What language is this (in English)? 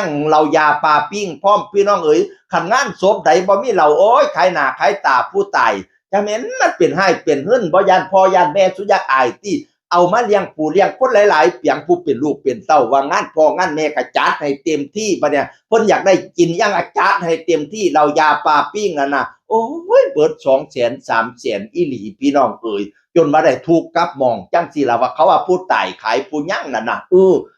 Northeastern Thai